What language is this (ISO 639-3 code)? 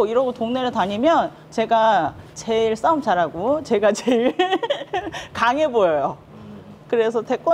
kor